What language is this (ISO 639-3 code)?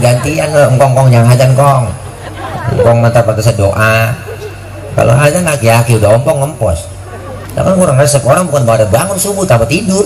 bew